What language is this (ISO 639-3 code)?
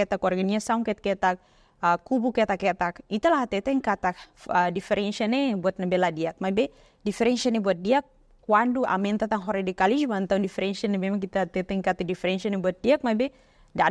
tet